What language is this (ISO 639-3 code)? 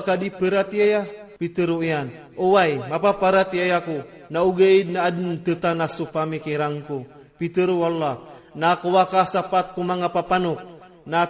ilp